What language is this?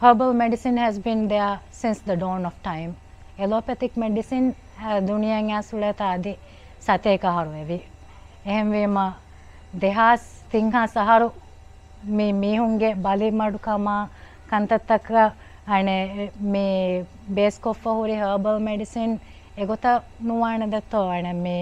Divehi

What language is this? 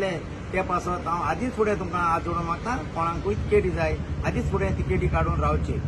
Konkani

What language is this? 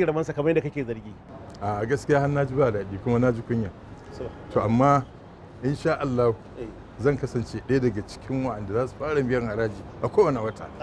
Hausa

